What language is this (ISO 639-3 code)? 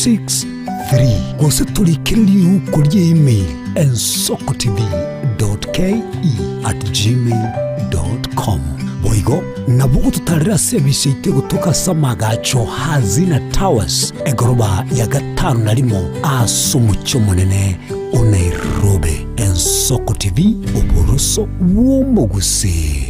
guz